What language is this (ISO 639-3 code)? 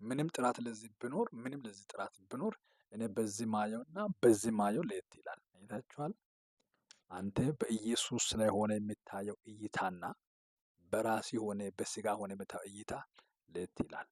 amh